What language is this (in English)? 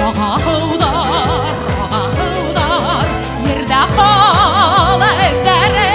Bashkir